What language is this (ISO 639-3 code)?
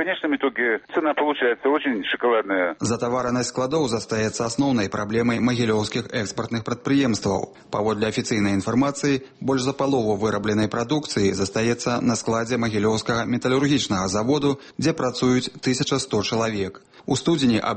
bel